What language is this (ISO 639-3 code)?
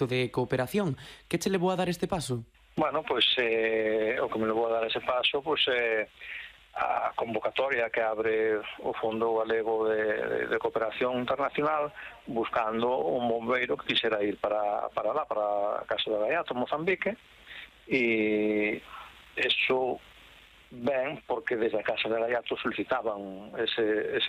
glg